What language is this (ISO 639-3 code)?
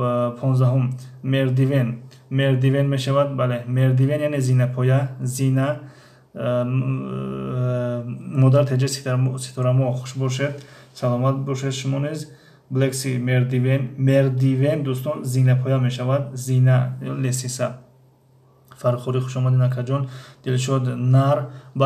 tgk